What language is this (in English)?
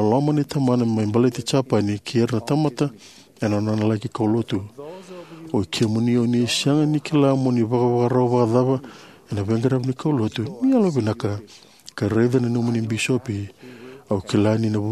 Fijian